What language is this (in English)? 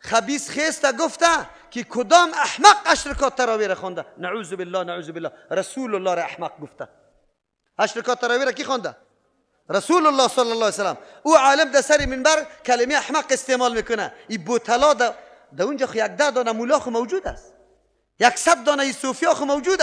Persian